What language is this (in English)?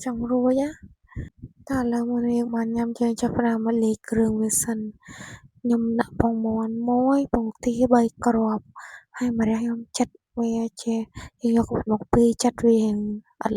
Khmer